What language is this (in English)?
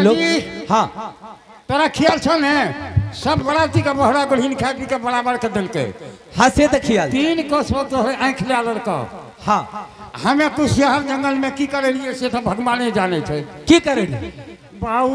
Angika